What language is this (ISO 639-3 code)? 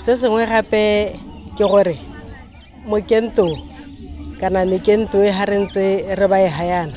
tsn